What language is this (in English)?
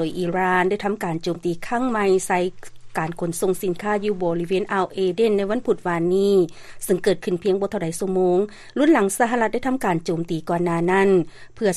Lao